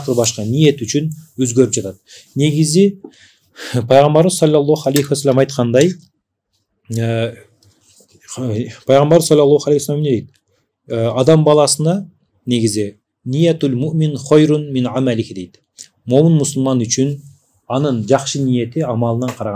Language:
Kyrgyz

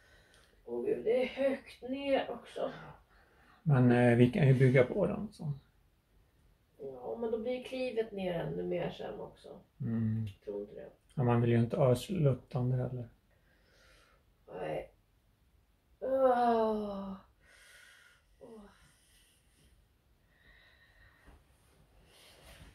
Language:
Swedish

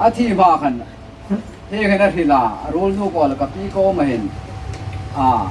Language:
Hmar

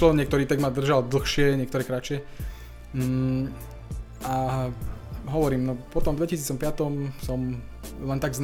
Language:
Slovak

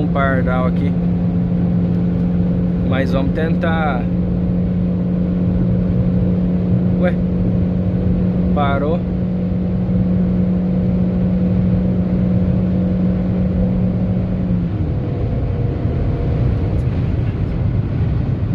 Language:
Portuguese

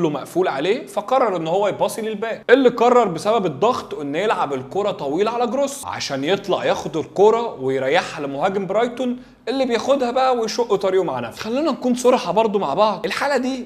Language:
Egyptian Arabic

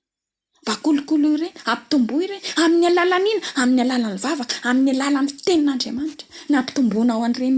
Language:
Malagasy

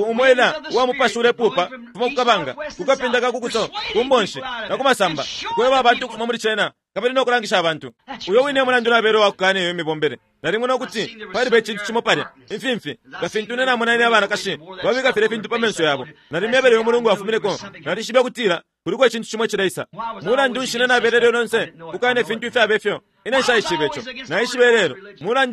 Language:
Bemba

